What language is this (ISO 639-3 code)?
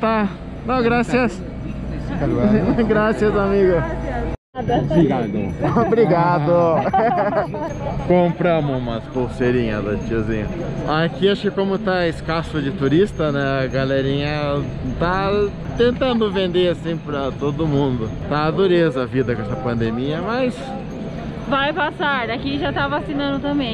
por